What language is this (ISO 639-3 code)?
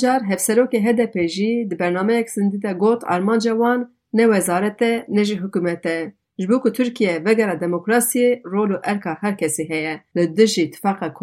kur